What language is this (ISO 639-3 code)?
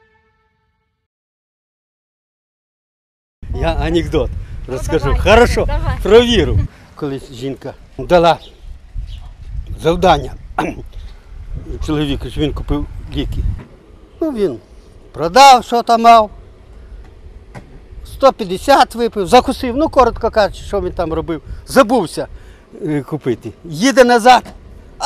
ukr